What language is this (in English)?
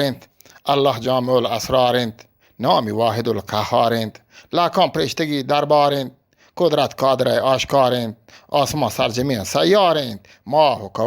Eastern Balochi